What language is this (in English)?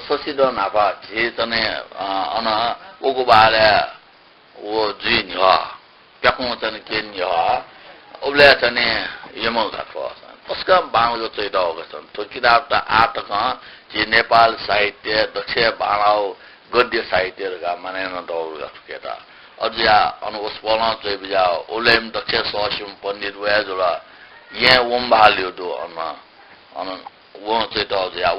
Newari